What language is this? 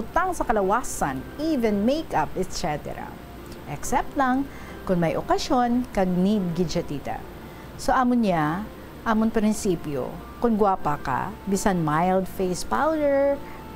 Hiligaynon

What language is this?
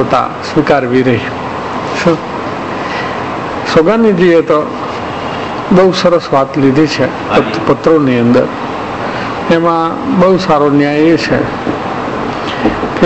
Gujarati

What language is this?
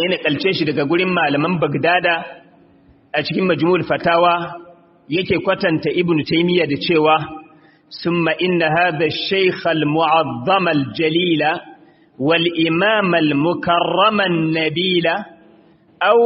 Hausa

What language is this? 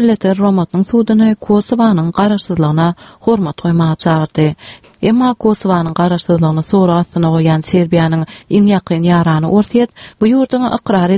Turkmen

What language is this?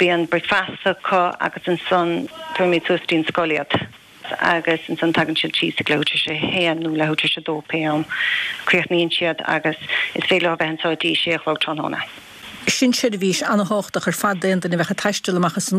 Irish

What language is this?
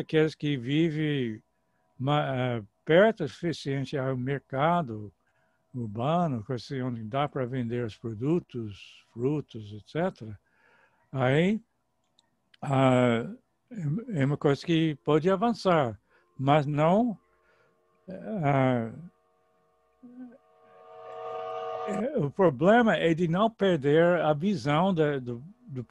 Portuguese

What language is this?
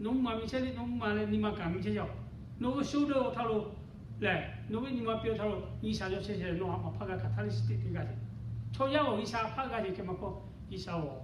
Lahu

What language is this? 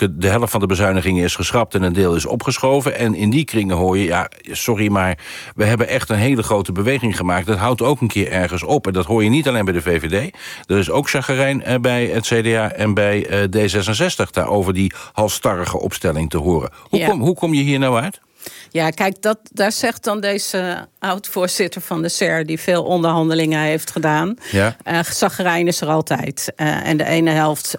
Dutch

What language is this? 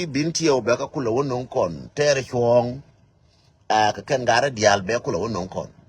Nuer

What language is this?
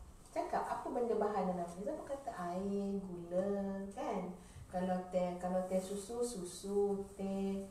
Malay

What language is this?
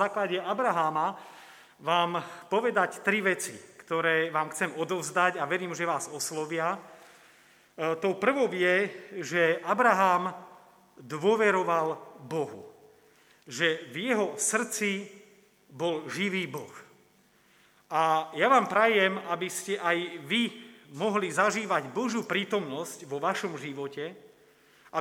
Slovak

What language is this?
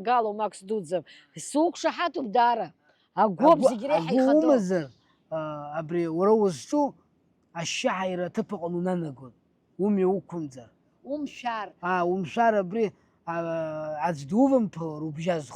Abkhazian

